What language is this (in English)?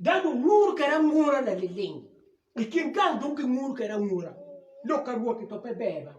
Acoli